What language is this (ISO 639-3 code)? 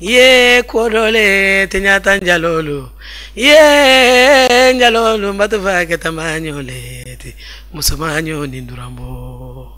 bam